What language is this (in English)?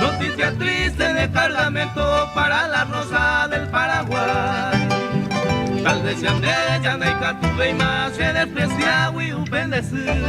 Guarani